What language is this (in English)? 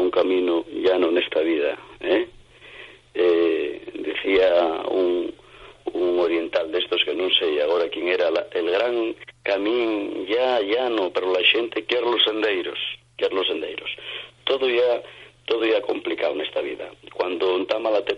Asturian